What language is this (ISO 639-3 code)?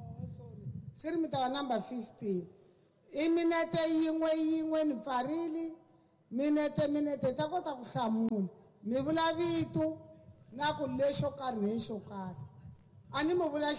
tso